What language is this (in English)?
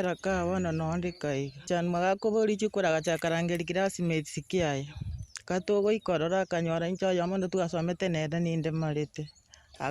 Gusii